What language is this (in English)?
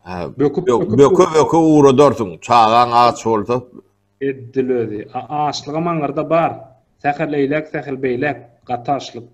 Turkmen